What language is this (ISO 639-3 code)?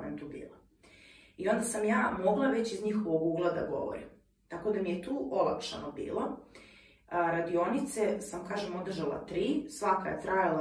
hrv